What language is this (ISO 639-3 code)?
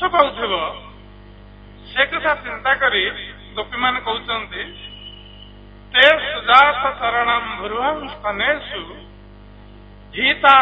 ori